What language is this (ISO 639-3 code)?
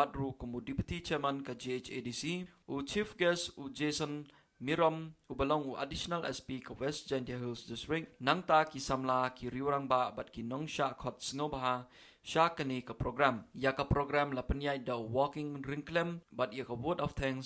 kha